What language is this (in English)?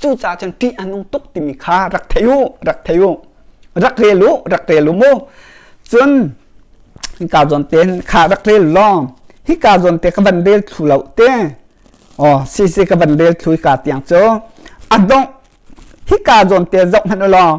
Hakha Chin